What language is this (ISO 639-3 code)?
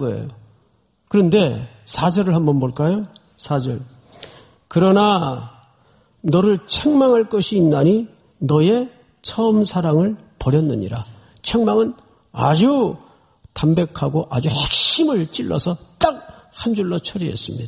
kor